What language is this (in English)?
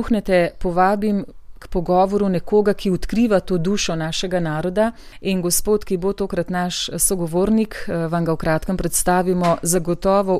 Slovenian